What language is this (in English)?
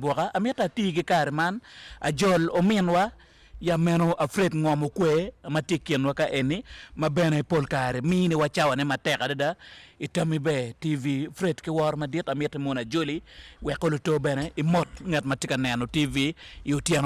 Acoli